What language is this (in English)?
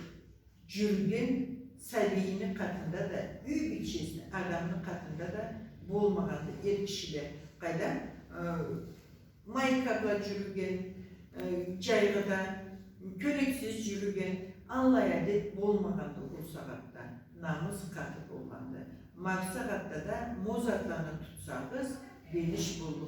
Karachay-Balkar